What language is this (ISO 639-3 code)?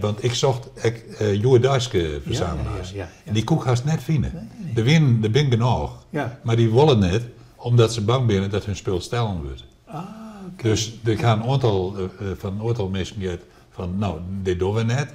fry